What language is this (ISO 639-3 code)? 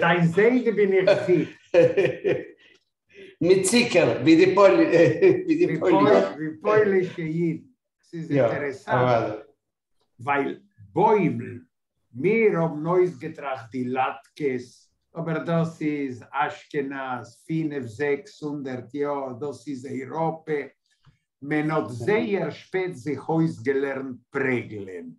yid